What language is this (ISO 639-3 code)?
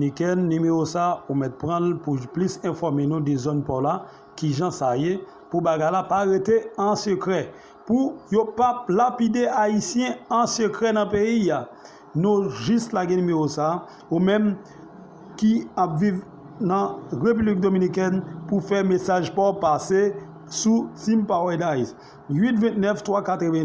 hat